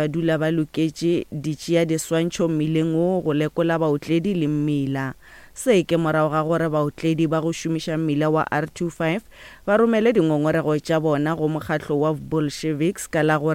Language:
Northern Sotho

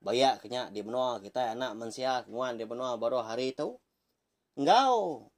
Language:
Iban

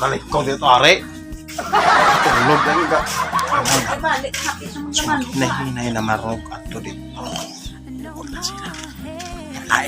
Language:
Cebuano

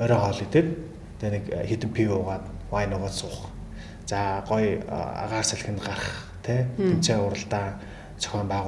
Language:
Mongolian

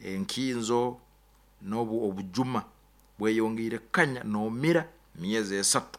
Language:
Nyoro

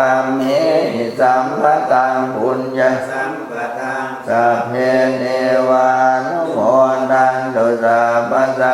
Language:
Pali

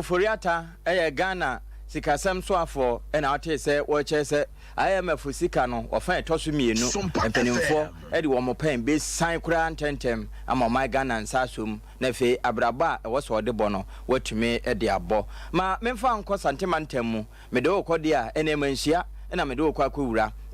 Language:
Akan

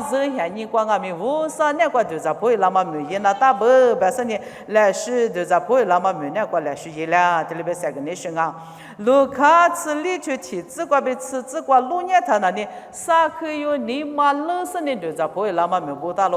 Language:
Lisu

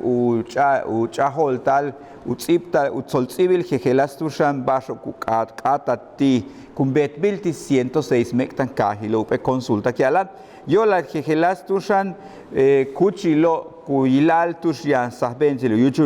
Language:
Yucateco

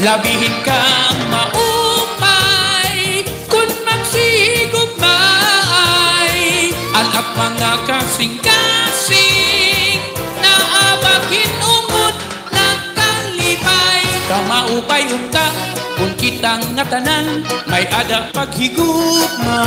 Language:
Waray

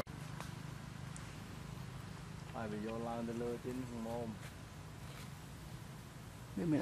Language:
Vietnamese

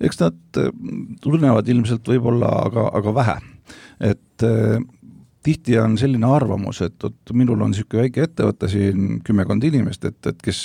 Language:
Estonian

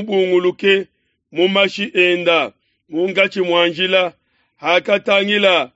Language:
Luba-Lulua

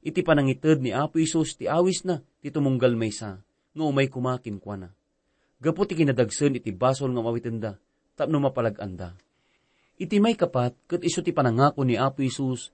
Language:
Iloko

